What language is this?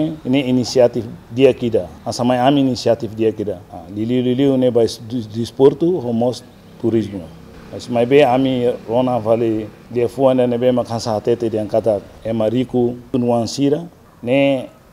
Tetum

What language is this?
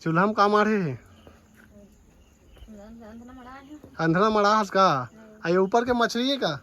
Chhattisgarhi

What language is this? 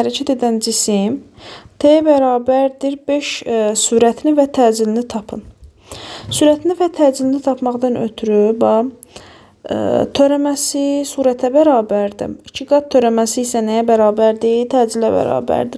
Azerbaijani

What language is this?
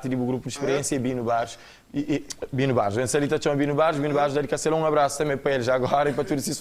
Kabuverdianu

